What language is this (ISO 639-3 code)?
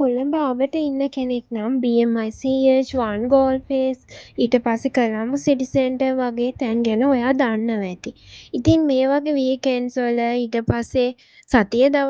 sin